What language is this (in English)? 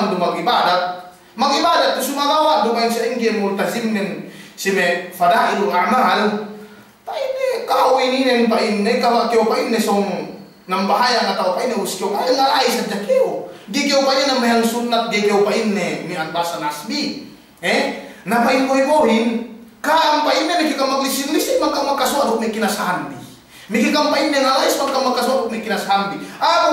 Yakan